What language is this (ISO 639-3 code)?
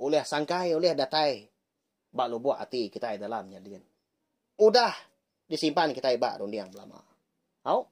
iba